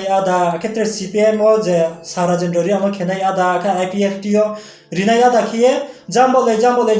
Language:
Riang (India)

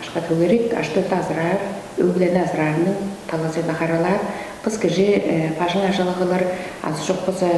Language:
Tuvinian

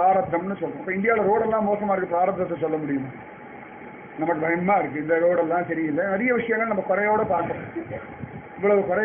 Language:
Tamil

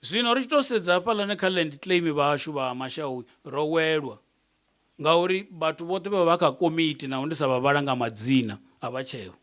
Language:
Venda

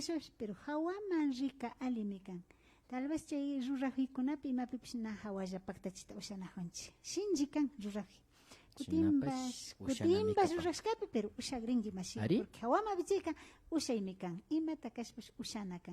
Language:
Imbabura Highland Quichua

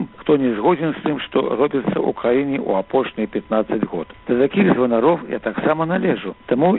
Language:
Belarusian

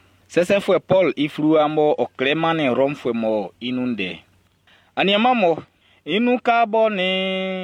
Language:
Baoulé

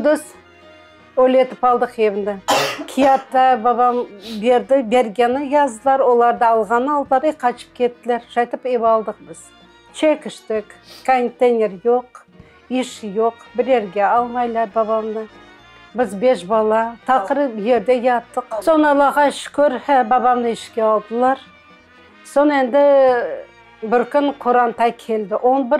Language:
Crimean Tatar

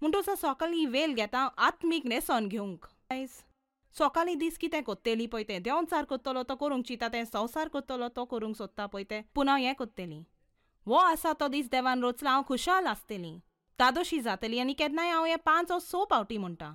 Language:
Konkani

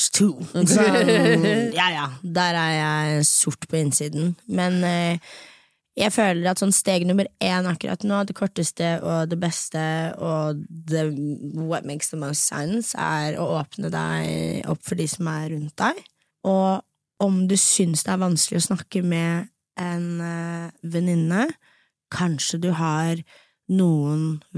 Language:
Norwegian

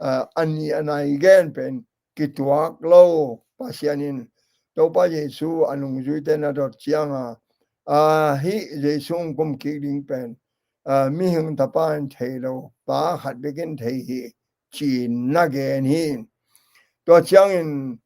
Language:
Tedim Chin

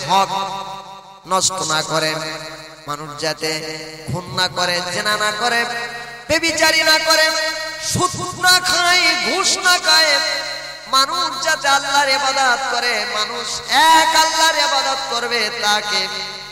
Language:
Bangla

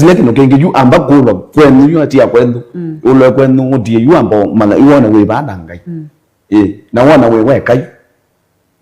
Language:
Kamba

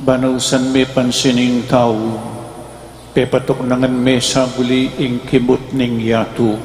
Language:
Pampanga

